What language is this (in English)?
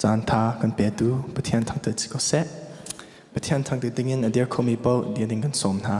Hakha Chin